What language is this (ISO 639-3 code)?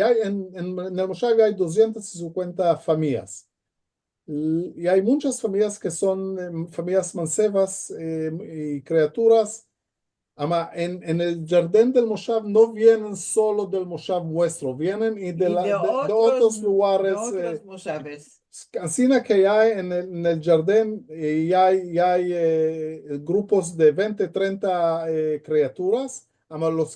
lad